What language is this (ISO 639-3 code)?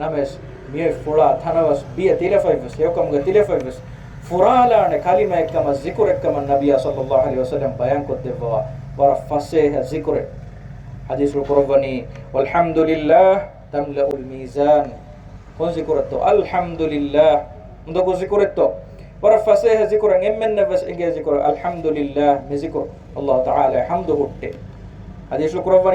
div